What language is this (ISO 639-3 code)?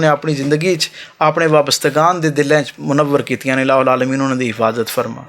lah